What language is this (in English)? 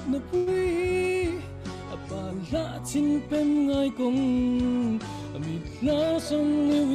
Falam Chin